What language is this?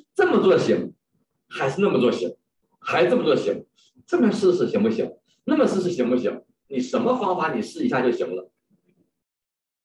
Chinese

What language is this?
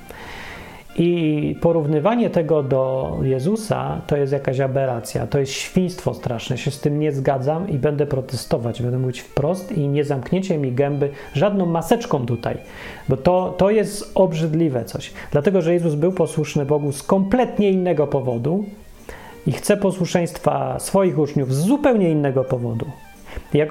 Polish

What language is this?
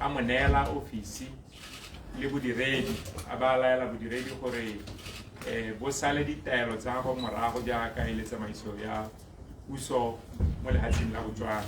Tswana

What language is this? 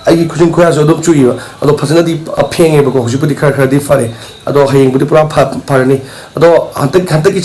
Manipuri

